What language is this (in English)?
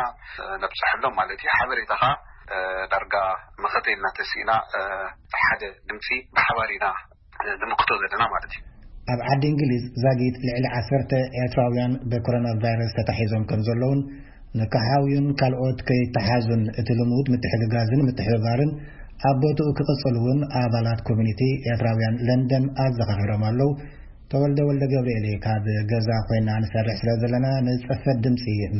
Tigrinya